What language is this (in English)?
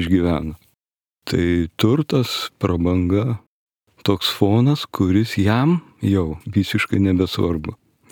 Lithuanian